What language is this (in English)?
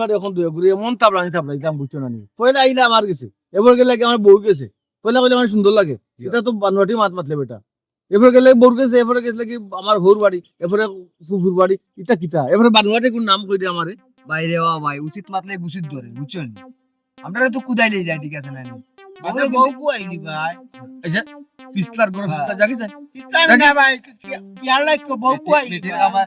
Sylheti